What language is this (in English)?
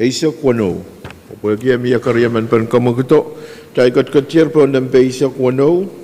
Pohnpeian